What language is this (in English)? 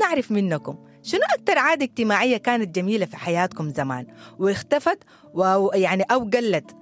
Sudanese Arabic